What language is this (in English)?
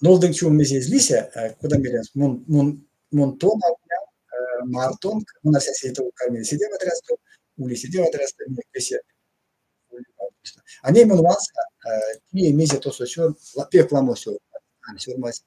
Erzya